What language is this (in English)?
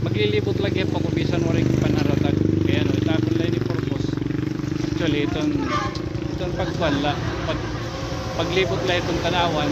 Waray